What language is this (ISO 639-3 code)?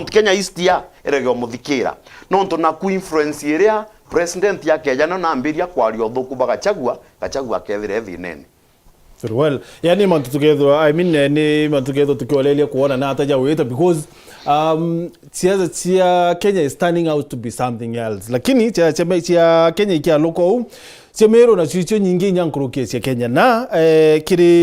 mer